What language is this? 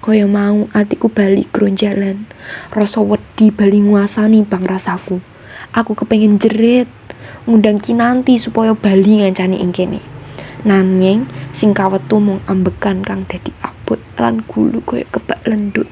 Javanese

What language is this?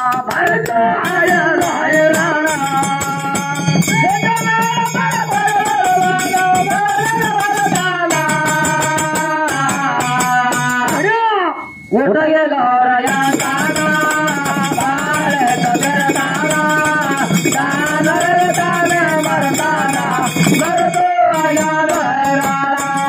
Kannada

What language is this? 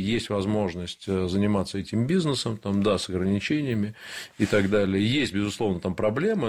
Russian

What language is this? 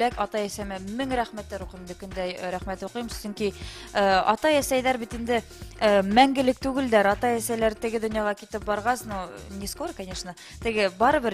Bashkir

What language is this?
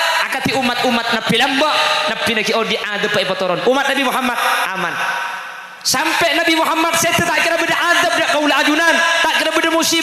Madurese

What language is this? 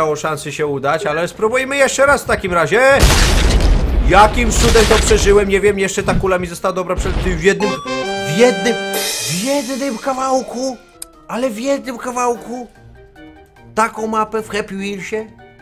Polish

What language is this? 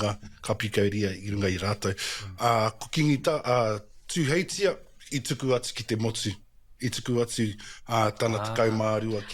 Māori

